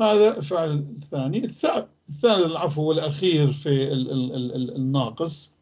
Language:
North Levantine Arabic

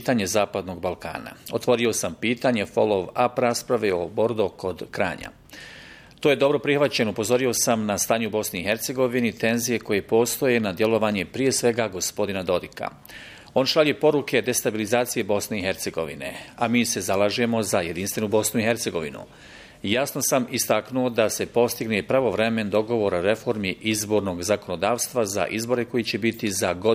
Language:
Bosnian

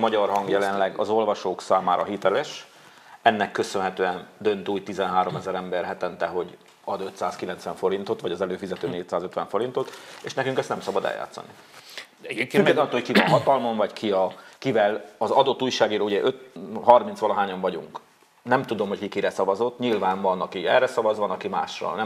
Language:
Hungarian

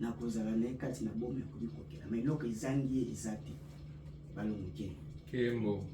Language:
Lingala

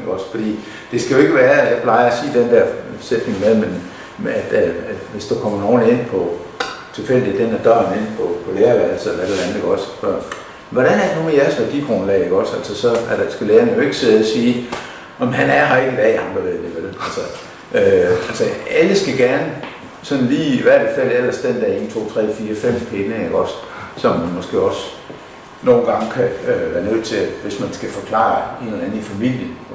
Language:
Danish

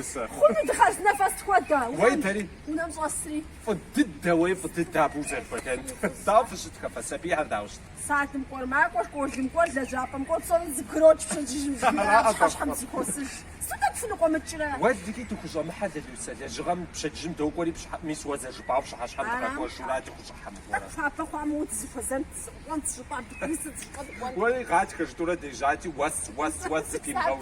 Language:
Kabardian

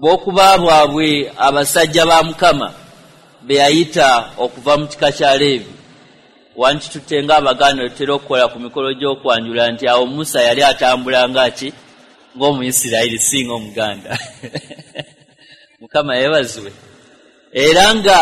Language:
Ganda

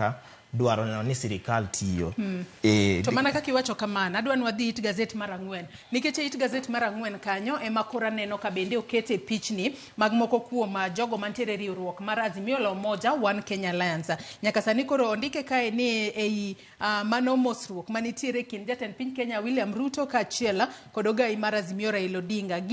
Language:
Luo (Kenya and Tanzania)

